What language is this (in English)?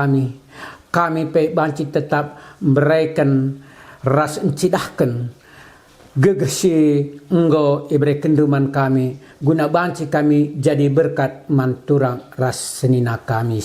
Batak Karo